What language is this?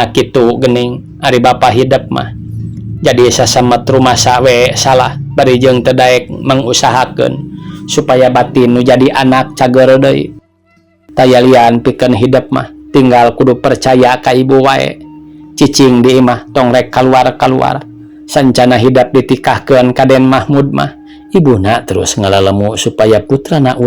Sundanese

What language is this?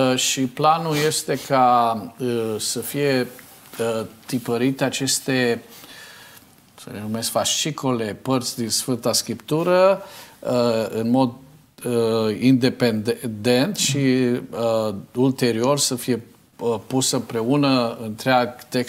Romanian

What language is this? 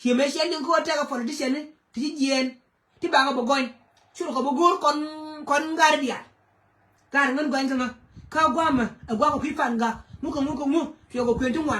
Nuer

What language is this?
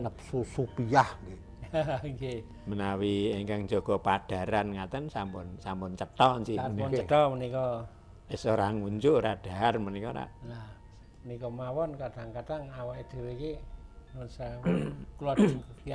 Javanese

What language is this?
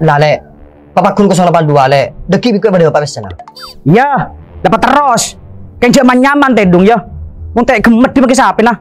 Madurese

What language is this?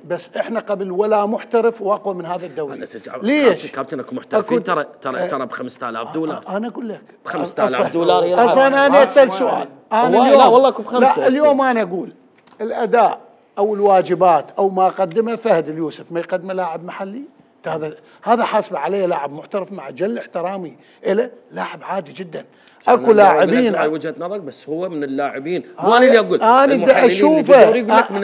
Mesopotamian Arabic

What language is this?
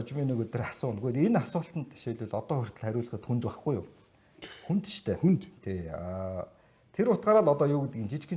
Mongolian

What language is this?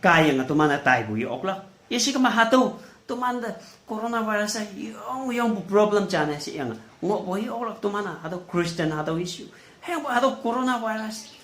Konyak Naga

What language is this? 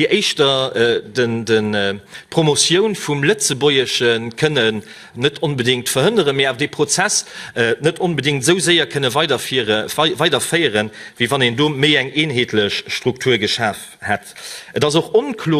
Luxembourgish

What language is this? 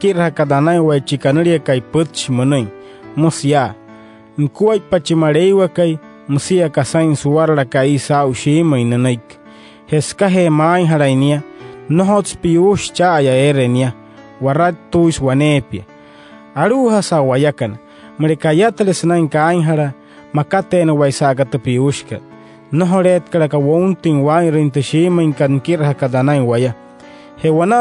Wayuu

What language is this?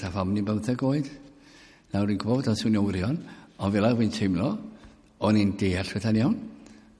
Welsh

